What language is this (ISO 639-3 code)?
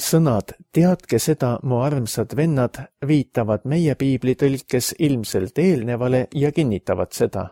est